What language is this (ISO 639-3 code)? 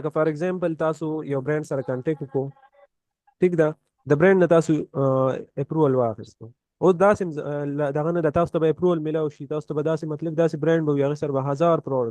pus